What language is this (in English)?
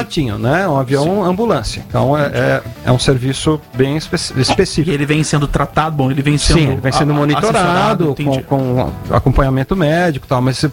Portuguese